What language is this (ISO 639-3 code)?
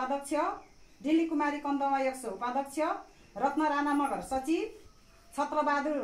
nep